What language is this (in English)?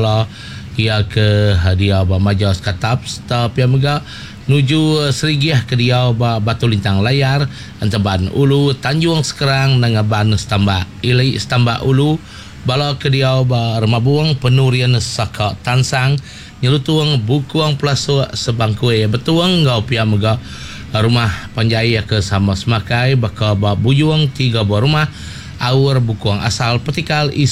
Iban